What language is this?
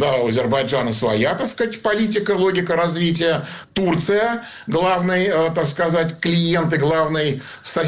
Russian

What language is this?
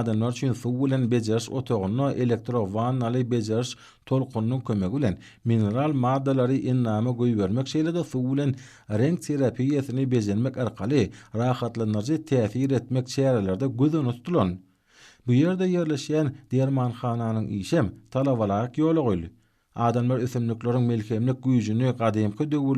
Turkmen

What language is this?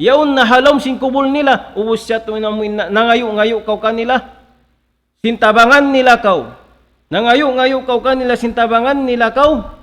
Tausug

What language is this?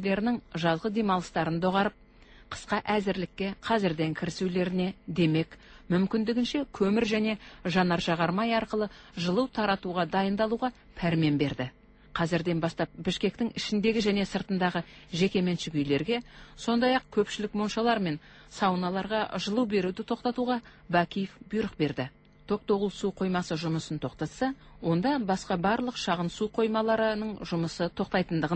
Kazakh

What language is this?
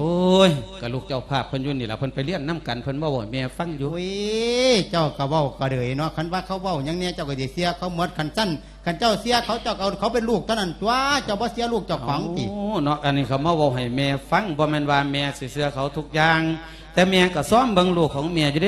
Lao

